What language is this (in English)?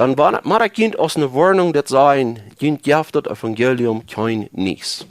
Plautdietsch